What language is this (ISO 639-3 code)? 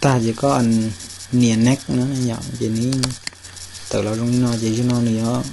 hmn